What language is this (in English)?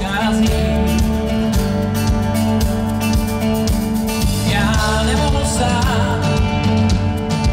Czech